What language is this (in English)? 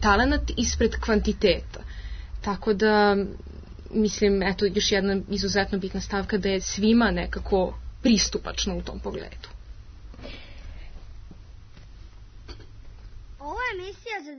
Serbian